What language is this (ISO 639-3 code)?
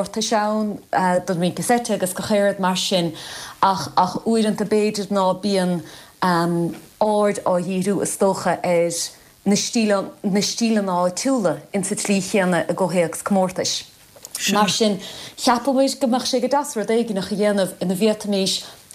gle